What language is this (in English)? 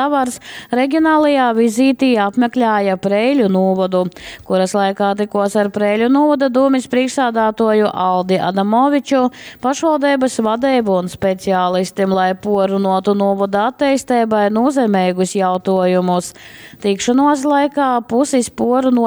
Latgalian